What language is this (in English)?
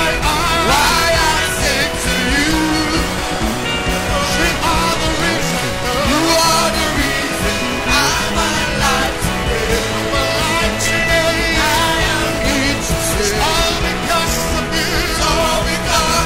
English